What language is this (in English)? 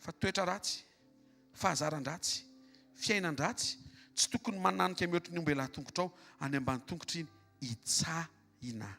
Malagasy